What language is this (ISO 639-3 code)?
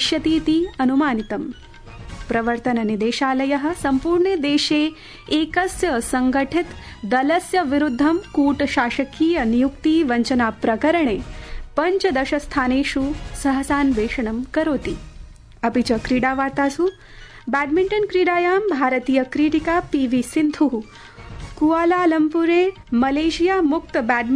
san